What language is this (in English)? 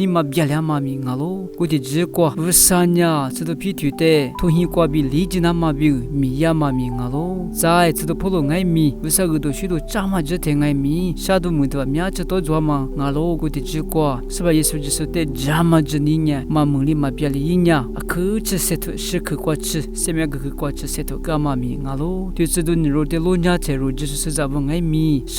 Lisu